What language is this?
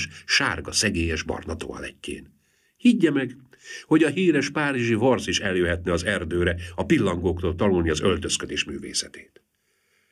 Hungarian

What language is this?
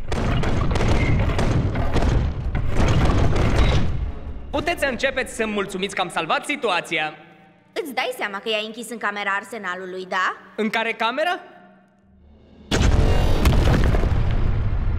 Romanian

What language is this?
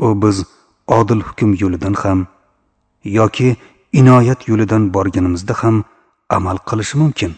Uzbek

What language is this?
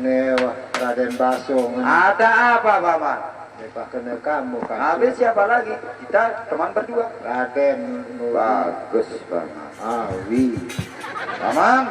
Sasak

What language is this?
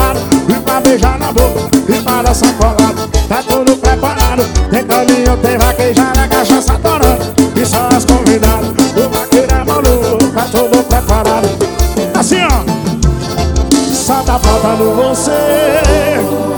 Portuguese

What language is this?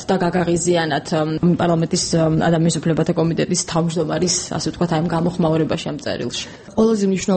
Georgian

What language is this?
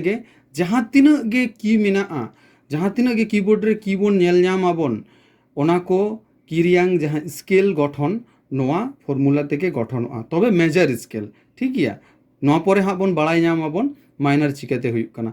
Santali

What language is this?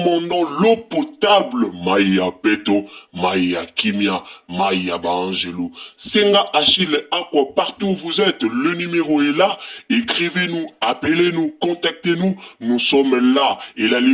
Lingala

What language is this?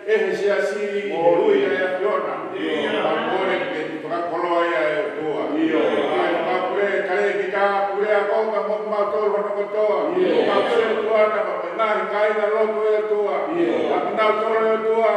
Tongan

